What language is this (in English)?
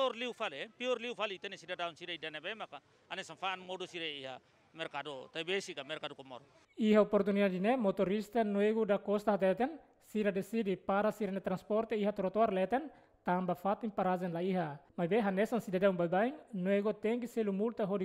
Tetum